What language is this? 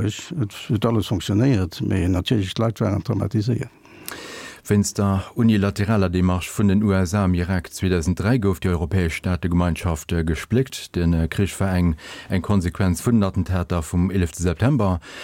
Luxembourgish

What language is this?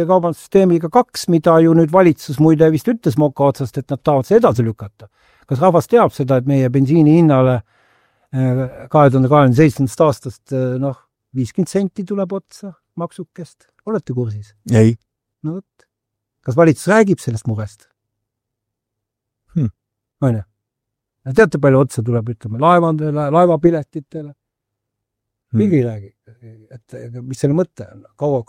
Estonian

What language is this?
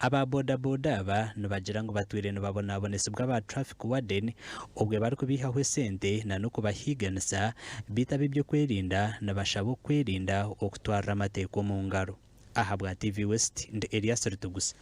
Nyankole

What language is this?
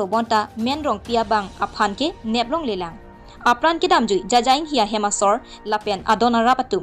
Karbi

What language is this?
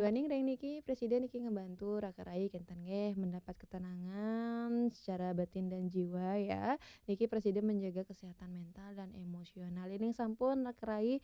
Balinese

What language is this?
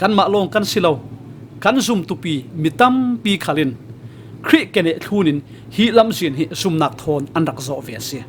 Falam Chin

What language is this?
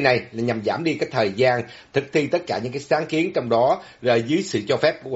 Vietnamese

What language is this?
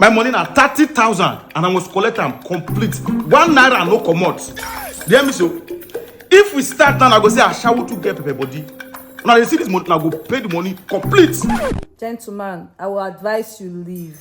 Nigerian Pidgin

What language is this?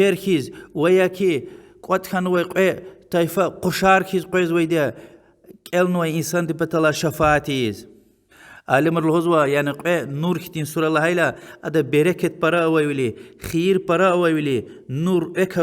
Lezghian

